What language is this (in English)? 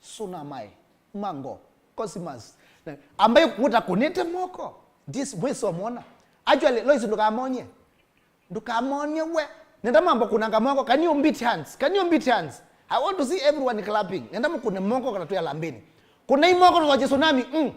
Kamba